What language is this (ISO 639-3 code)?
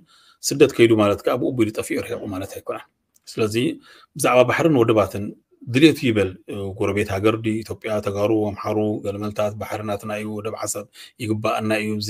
tir